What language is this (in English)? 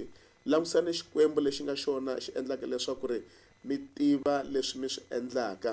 Tsonga